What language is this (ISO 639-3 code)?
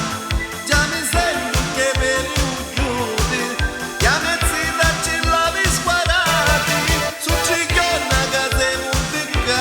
nap